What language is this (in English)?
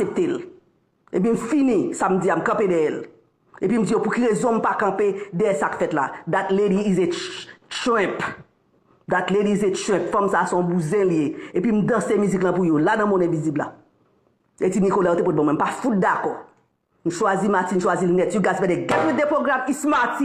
Haitian Creole